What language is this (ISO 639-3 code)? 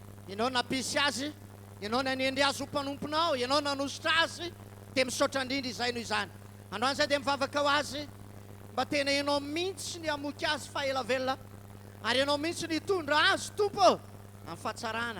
mlg